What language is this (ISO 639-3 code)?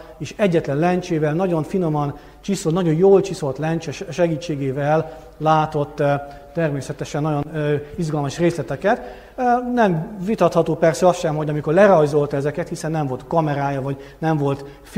hun